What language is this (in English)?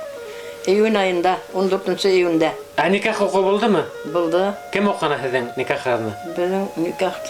Bashkir